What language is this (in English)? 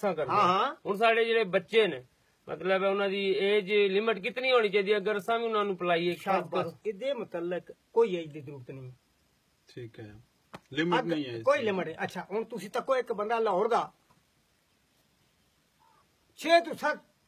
Punjabi